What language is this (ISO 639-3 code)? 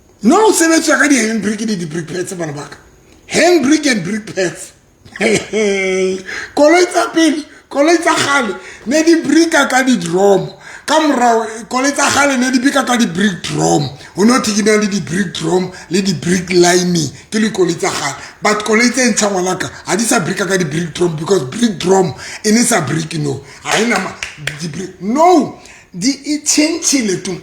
sot